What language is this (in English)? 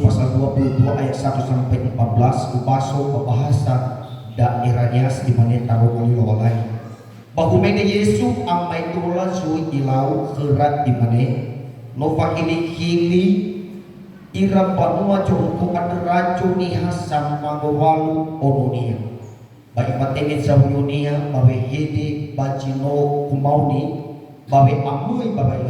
Nias